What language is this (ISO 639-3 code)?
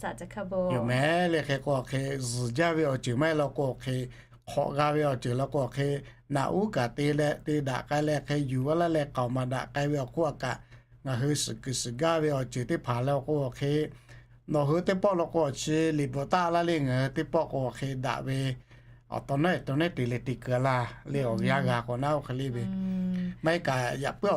lhu